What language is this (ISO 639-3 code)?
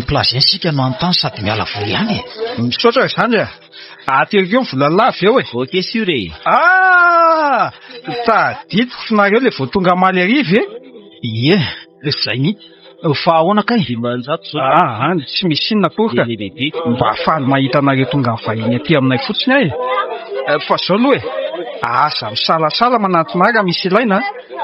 mlg